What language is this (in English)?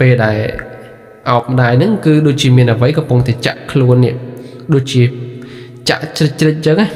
Khmer